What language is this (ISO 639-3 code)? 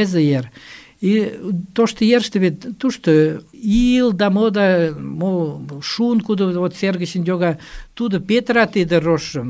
chm